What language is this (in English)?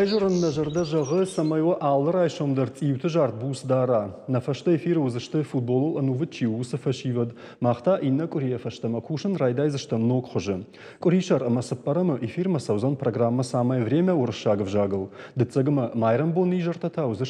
Ossetic